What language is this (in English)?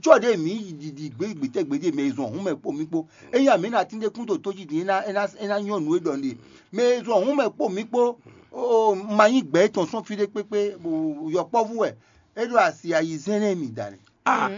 Fon